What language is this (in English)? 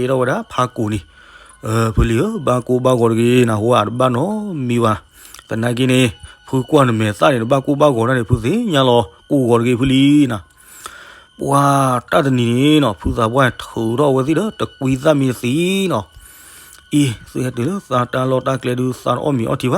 S'gaw Karen